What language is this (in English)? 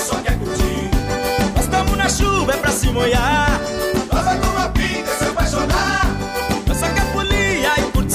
Portuguese